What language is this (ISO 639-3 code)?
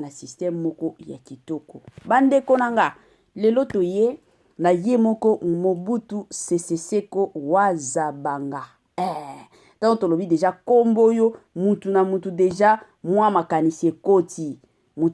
lin